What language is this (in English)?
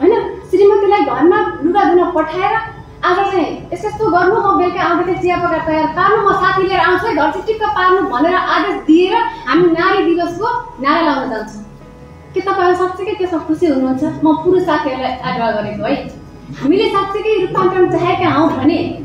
Nepali